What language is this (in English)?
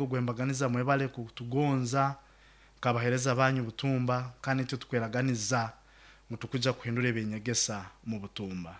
Nyoro